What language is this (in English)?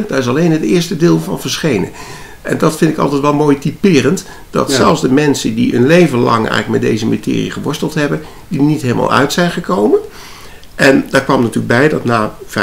Dutch